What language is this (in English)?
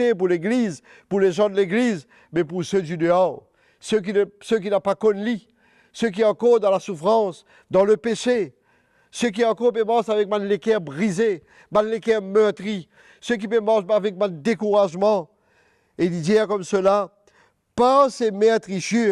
Morisyen